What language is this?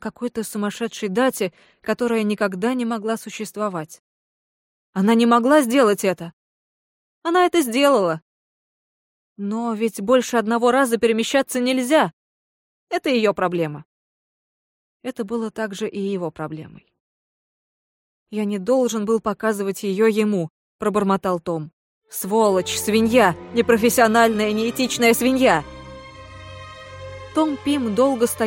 Russian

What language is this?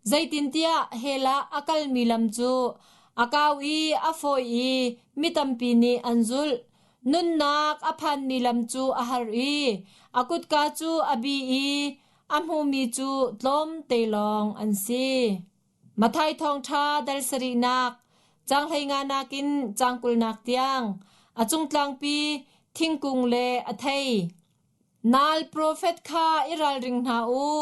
Hakha Chin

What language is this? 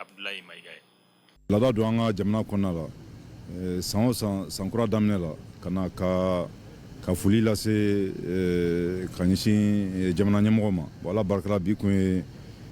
Bambara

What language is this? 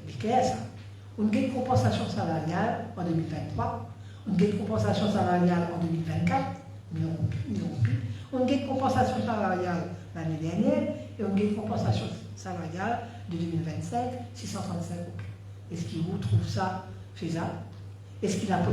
Morisyen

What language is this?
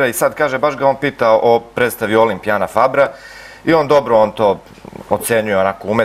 Serbian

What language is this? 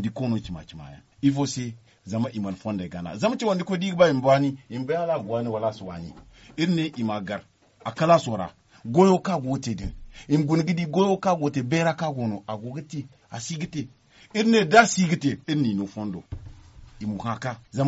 Zarma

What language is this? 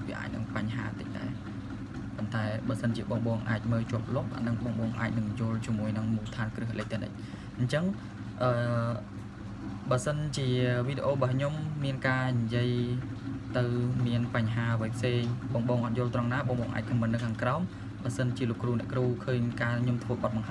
Khmer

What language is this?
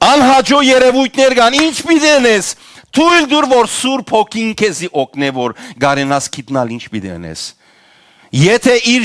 Western Armenian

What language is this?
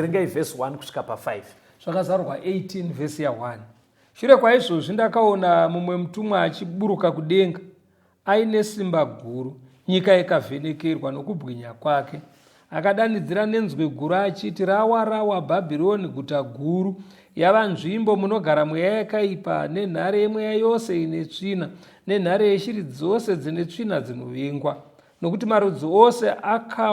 Shona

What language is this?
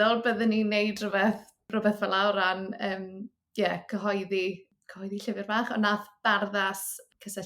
Welsh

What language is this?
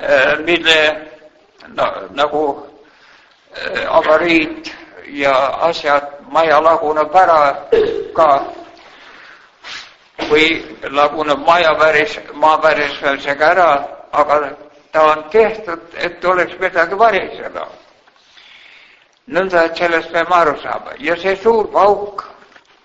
Estonian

